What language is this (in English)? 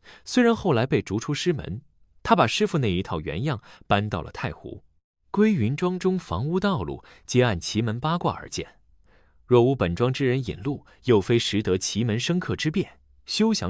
Chinese